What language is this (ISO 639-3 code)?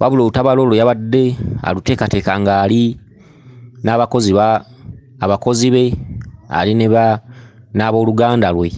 lug